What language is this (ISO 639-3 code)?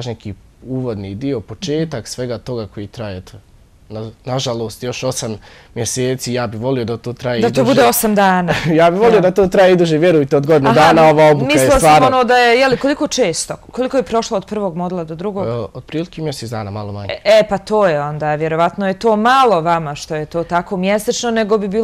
bos